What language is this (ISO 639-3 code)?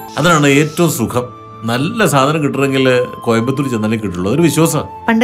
mal